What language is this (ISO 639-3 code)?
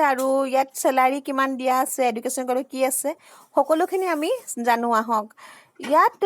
asm